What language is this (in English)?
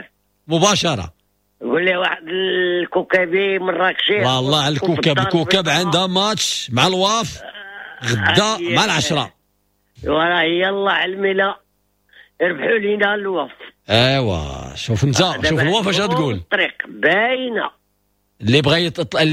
Moroccan Arabic